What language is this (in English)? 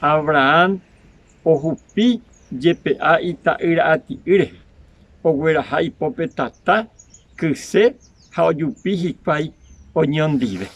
Guarani